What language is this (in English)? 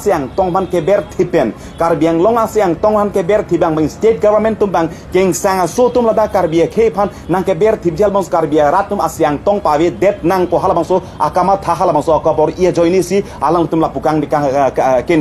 Karbi